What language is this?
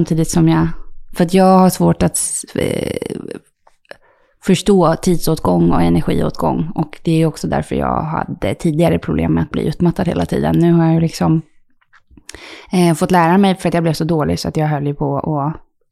Swedish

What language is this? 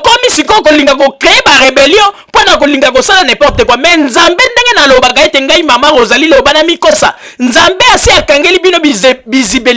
Lingala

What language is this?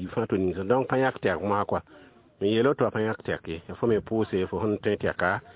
Mossi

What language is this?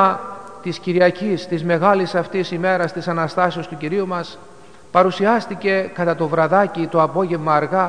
Greek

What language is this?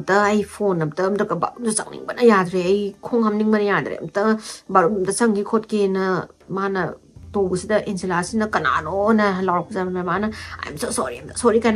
Manipuri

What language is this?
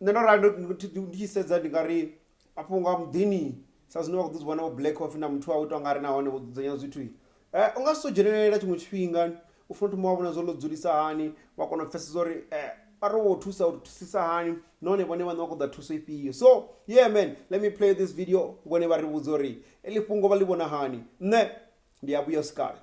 Venda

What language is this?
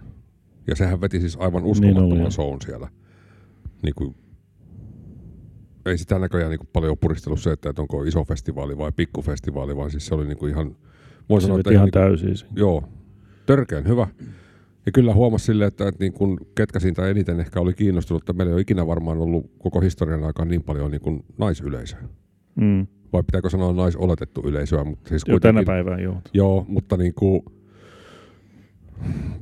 Finnish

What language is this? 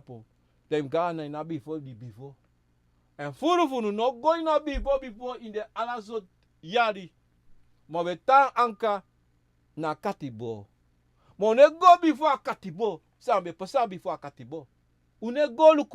Sranan Tongo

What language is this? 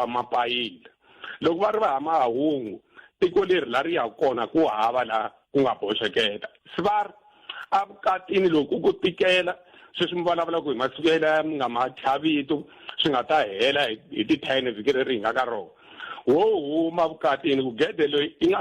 Tsonga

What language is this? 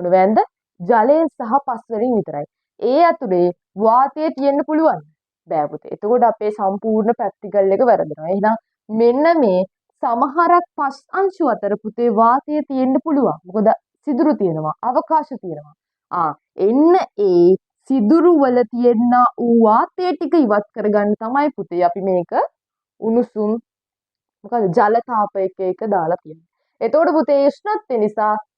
Sinhala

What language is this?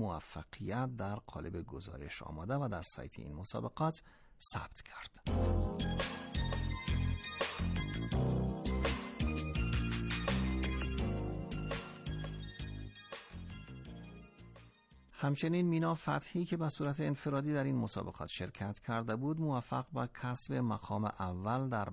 Persian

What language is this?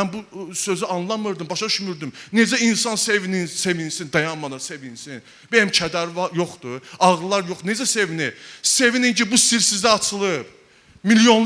Azerbaijani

